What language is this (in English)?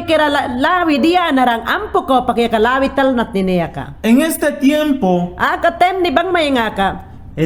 Mayangna